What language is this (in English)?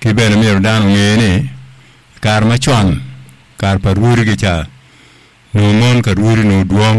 Acoli